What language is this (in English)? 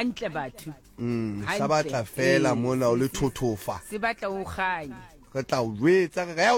Southern Sotho